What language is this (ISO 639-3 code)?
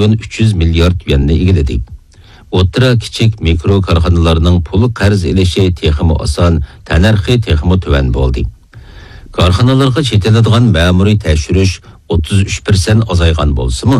uig